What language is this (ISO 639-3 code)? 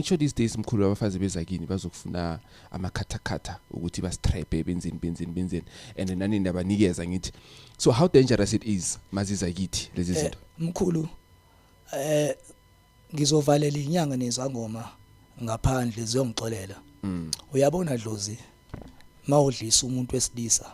zul